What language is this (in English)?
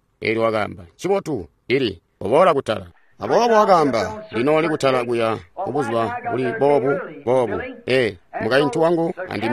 Tonga (Zambia)